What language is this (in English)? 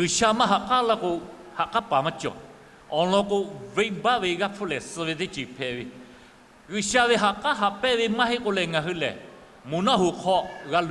Lahu